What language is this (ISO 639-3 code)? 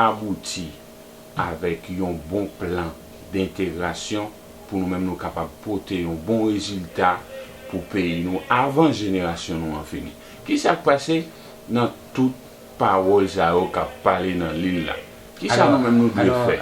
hat